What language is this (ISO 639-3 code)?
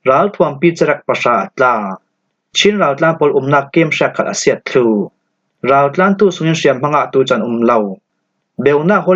cfm